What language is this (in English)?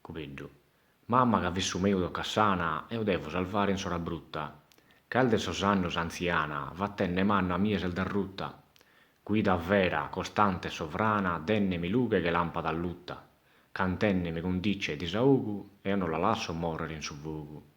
Sardinian